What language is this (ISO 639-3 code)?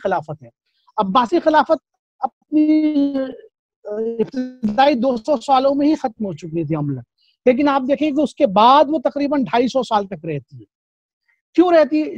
urd